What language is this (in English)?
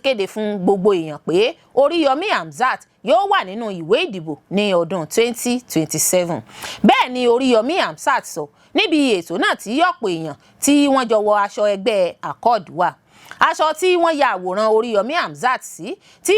Yoruba